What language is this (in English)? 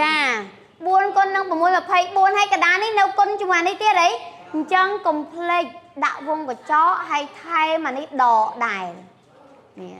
Khmer